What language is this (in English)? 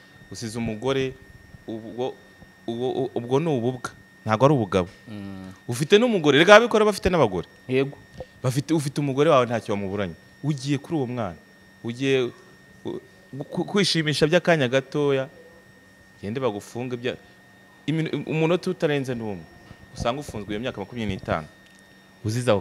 Kinyarwanda